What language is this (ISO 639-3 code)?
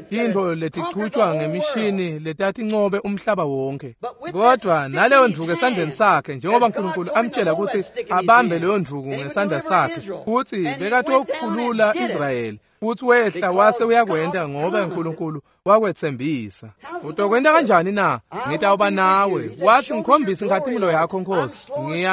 ssw